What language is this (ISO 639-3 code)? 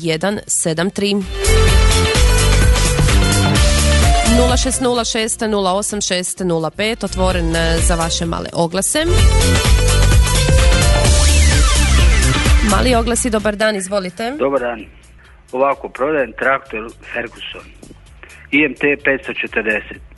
hrv